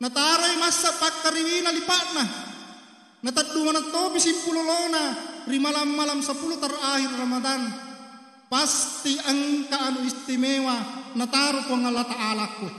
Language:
Buginese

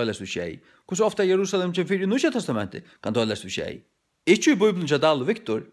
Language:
Faroese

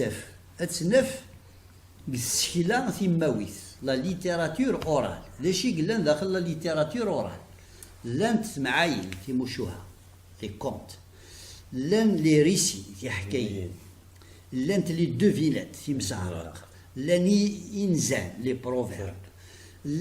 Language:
Kabyle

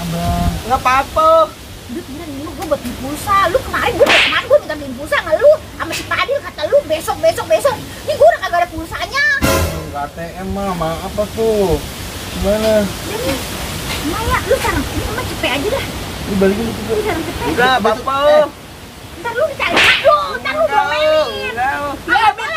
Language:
Betawi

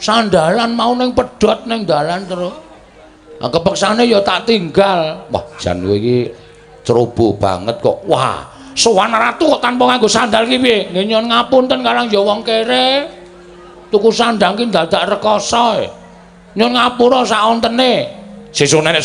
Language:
Javanese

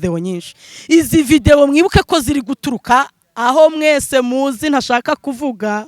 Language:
Kinyarwanda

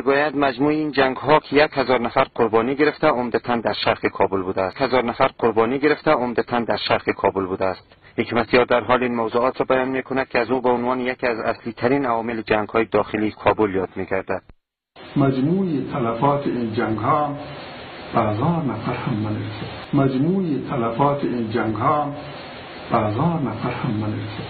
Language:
Persian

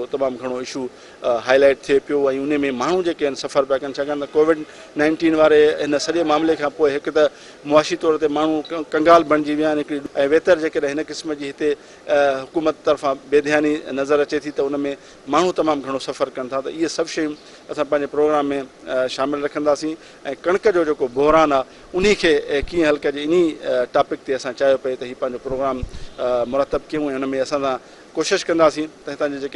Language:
Sindhi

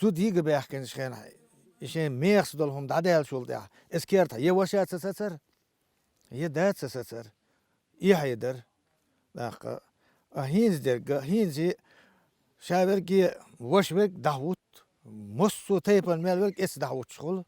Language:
Chechen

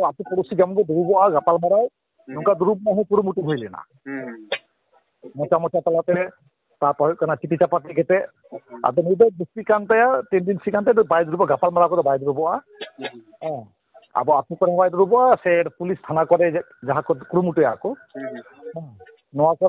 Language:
Santali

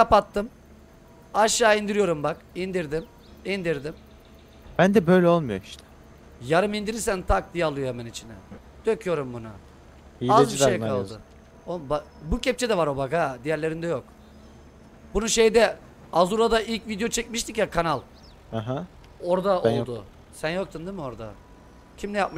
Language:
Turkish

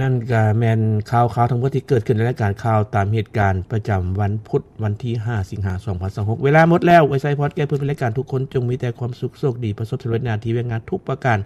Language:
Lao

